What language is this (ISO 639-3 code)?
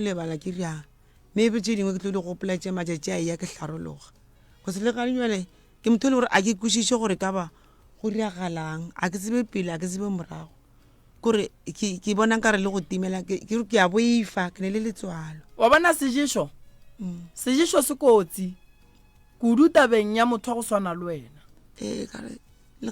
nso